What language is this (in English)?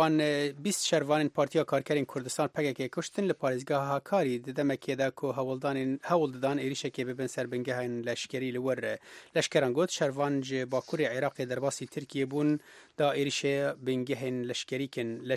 Kurdish